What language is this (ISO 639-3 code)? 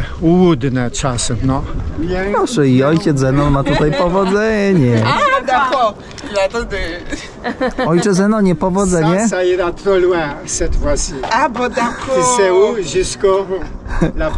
pol